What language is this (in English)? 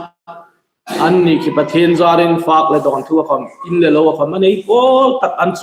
Hmar